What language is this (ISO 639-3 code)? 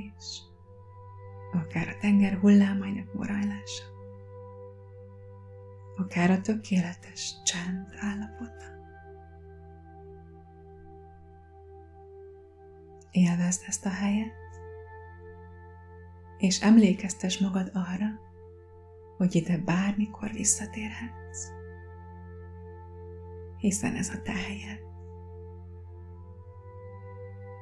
hun